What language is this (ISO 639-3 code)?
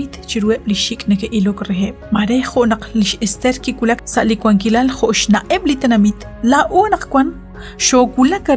kek